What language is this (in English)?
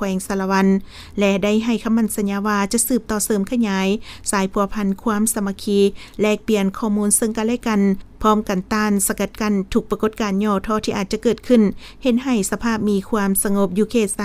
Lao